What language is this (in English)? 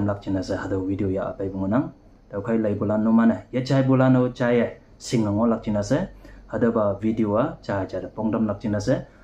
Konyak Naga